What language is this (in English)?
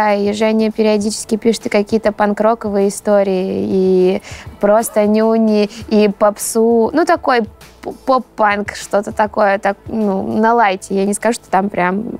Russian